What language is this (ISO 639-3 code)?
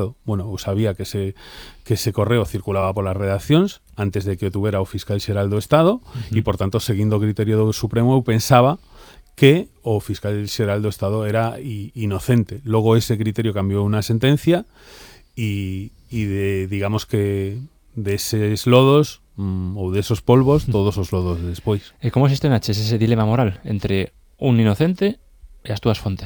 glg